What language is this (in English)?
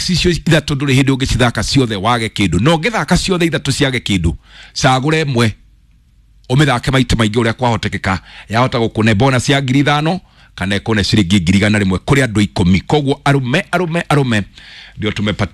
Kikuyu